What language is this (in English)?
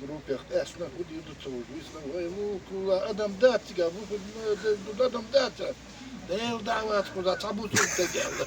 Chechen